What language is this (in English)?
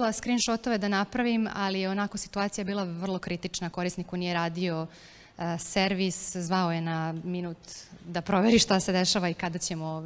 Serbian